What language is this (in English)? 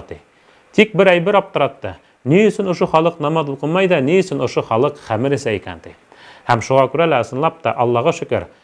Bashkir